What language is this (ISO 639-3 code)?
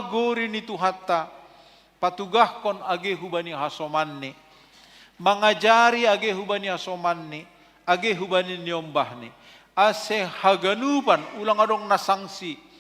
bts